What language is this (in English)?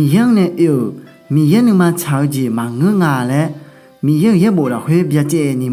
Akha